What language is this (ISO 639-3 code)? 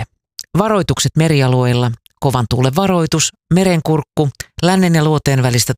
fin